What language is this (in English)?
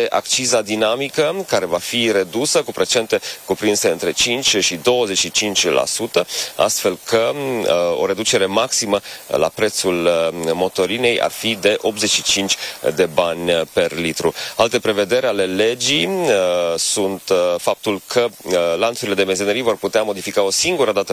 Romanian